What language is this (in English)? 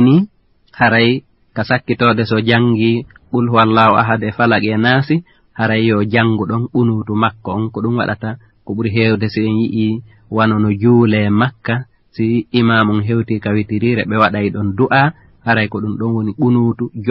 Fula